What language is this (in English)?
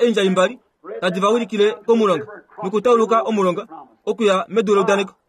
Kuanyama